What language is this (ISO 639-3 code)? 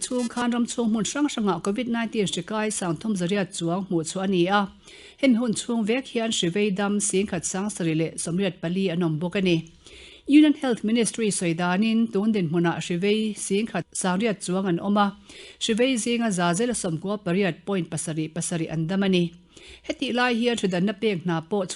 lus